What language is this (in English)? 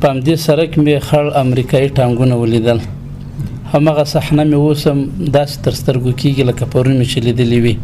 Pashto